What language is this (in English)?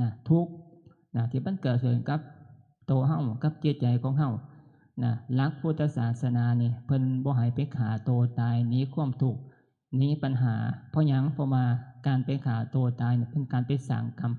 Northeastern Thai